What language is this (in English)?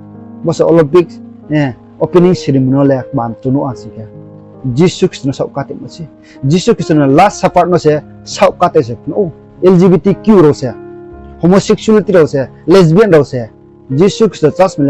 Riang (India)